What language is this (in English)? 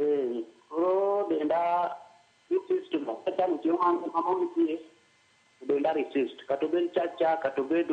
Luo (Kenya and Tanzania)